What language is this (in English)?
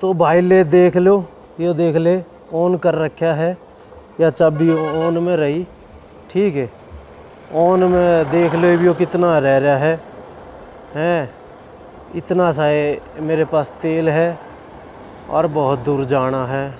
Haryanvi